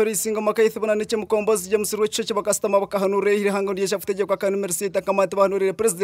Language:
Nyankole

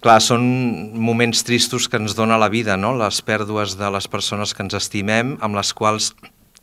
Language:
Catalan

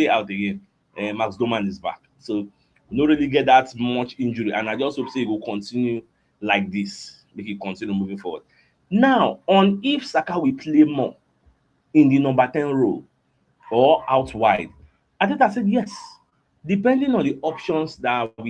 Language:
Nigerian Pidgin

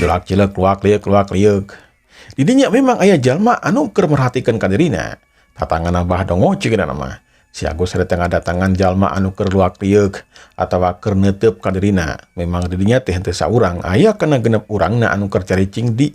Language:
Sundanese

